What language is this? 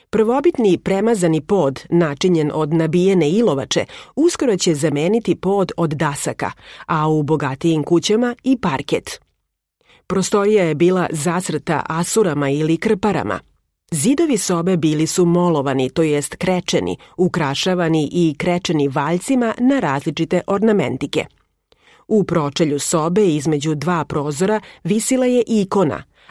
Serbian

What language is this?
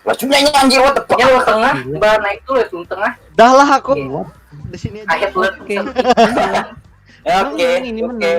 Banjar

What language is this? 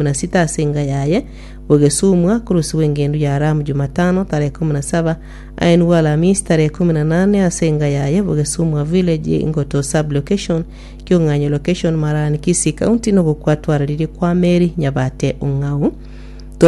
Gusii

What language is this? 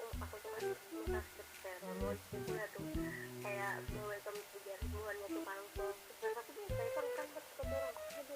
Banjar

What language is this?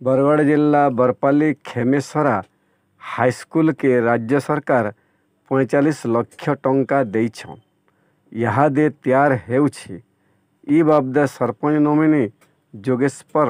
Sambalpuri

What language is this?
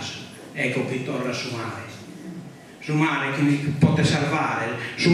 Sardinian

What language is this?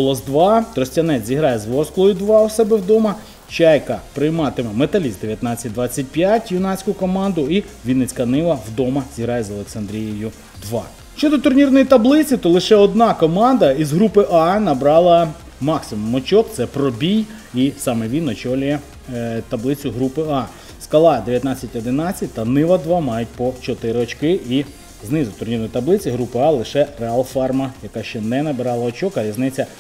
Ukrainian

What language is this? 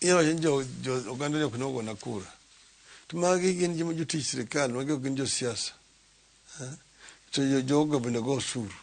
Luo (Kenya and Tanzania)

